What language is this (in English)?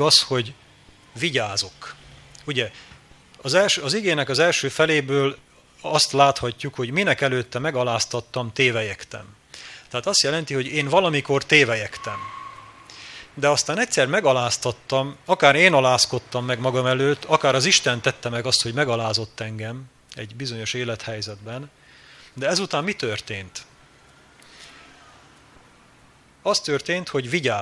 Hungarian